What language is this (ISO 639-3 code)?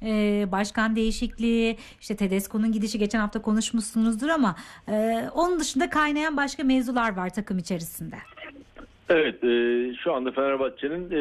tur